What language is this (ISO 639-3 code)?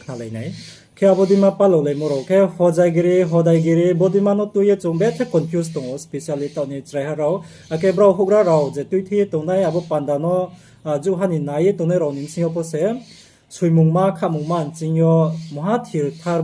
ria